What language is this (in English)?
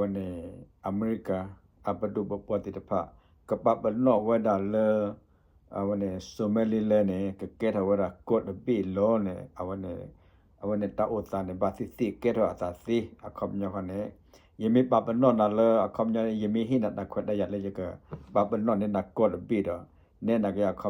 S'gaw Karen